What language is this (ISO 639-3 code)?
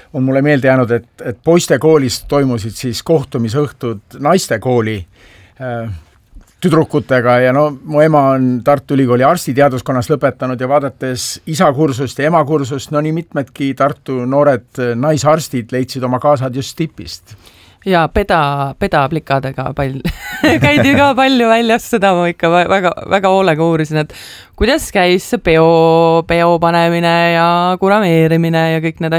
est